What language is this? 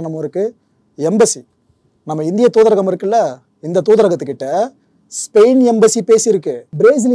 Tamil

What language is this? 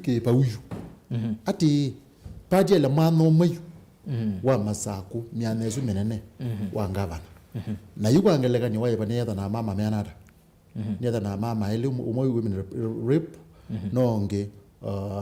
Kamba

